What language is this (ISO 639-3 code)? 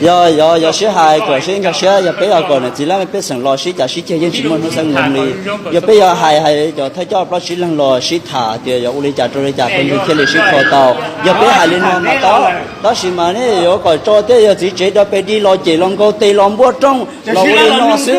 hmn